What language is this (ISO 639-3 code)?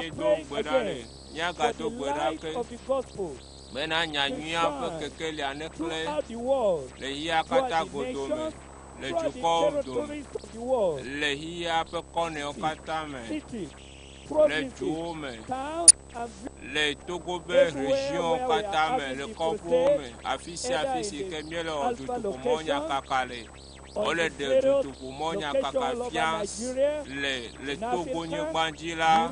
ewe